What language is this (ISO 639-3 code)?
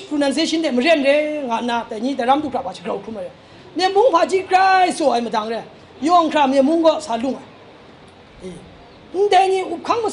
kac